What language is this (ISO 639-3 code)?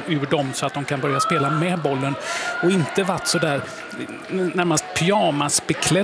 swe